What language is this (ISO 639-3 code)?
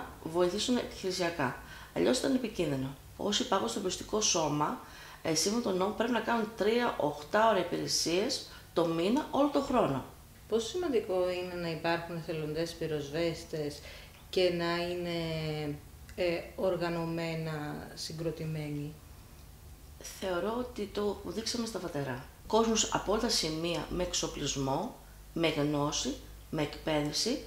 ell